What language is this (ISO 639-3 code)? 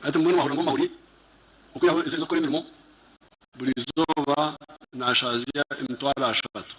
nyn